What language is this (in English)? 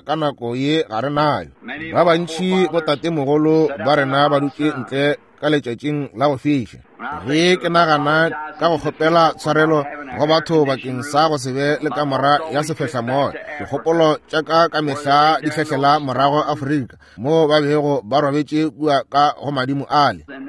Northern Sotho